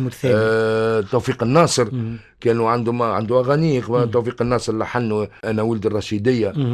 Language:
Tunisian Arabic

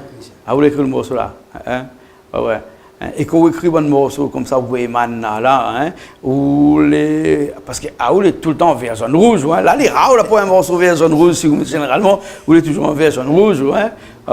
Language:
Réunion Creole French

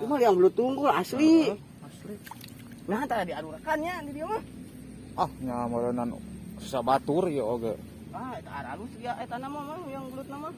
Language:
Sundanese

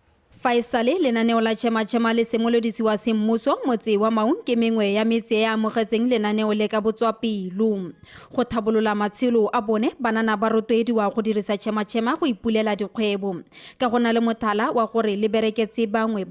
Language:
Tswana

